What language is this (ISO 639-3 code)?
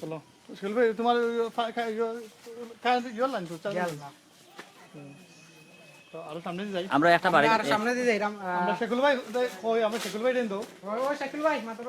syl